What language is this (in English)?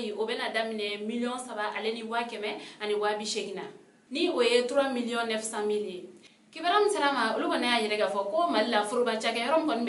Bambara